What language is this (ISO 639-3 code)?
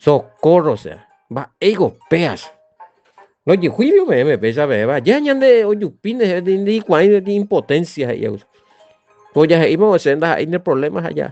grn